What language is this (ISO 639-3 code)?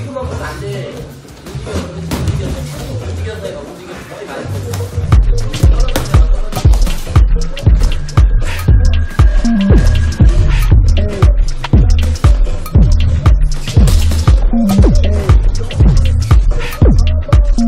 kor